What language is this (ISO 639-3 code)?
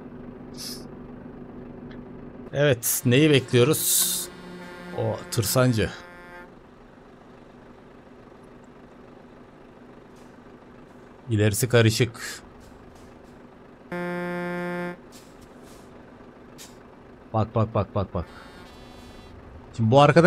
tur